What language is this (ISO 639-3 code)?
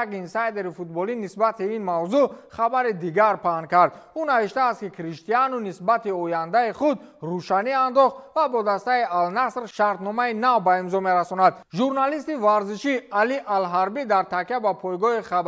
tgk